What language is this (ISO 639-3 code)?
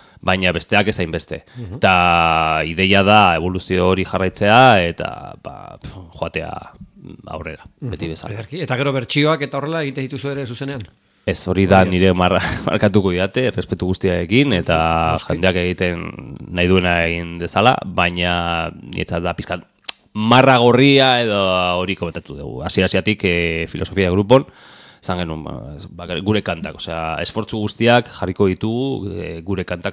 eus